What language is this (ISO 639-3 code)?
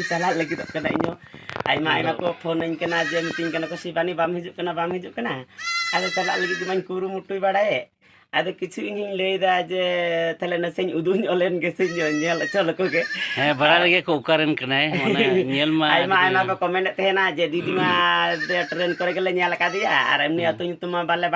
sat